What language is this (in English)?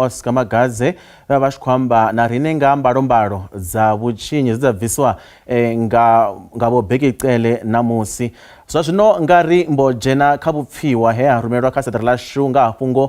Venda